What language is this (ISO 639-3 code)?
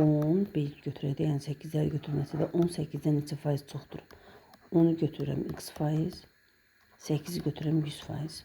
aze